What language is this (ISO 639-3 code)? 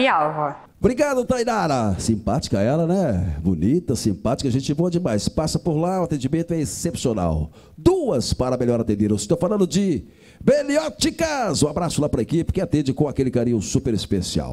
por